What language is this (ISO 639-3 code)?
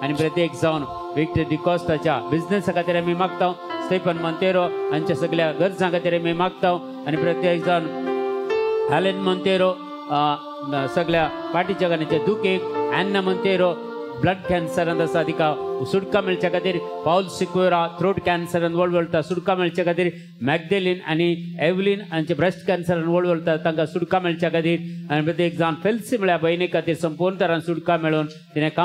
kok